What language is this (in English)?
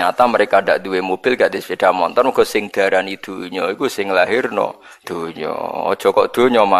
Javanese